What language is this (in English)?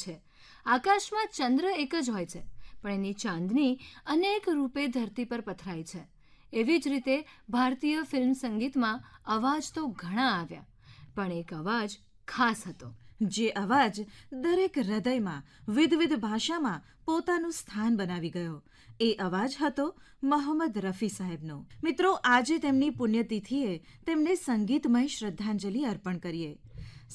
Gujarati